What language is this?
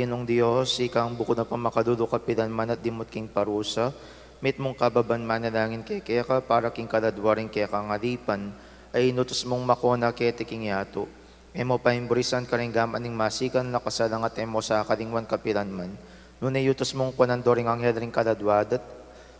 Pampanga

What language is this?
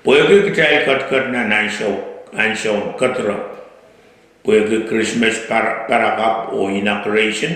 Pohnpeian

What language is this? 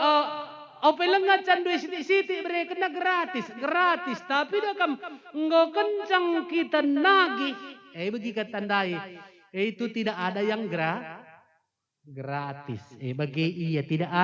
Batak Karo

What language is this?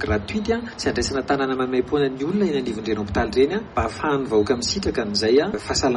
Malagasy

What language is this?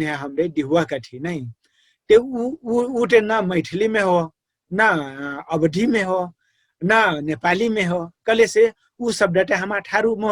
Dangaura Tharu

